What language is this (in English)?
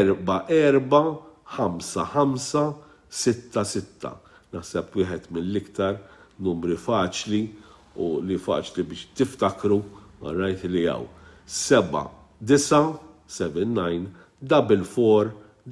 Maltese